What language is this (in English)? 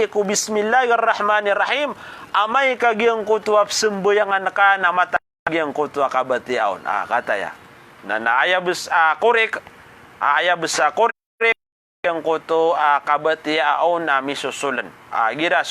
Maranao